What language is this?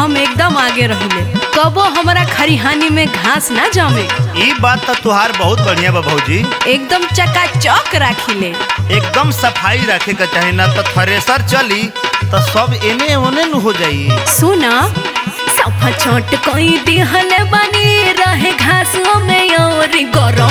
Bhojpuri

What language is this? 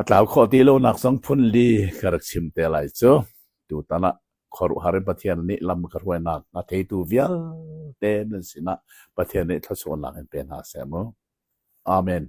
Hakha Chin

